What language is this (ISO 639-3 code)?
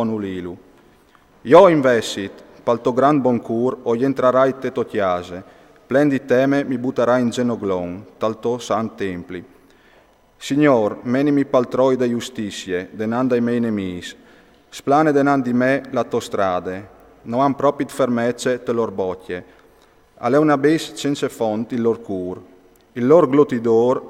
fur